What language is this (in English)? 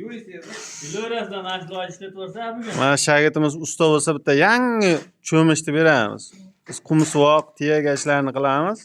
Uzbek